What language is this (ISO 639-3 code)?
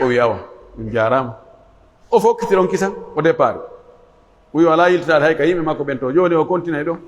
fuf